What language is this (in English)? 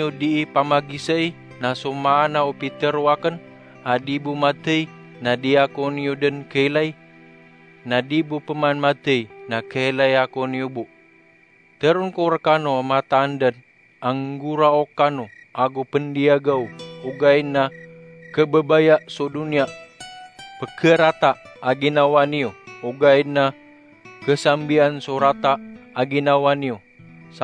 Maranao